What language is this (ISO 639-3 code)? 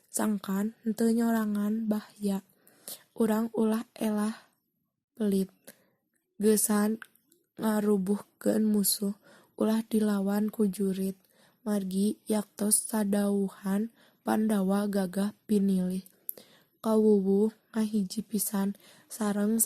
sun